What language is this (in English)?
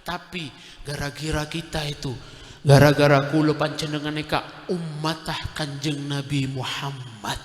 Madurese